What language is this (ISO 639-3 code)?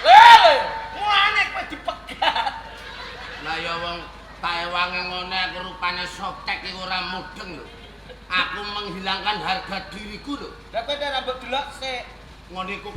jav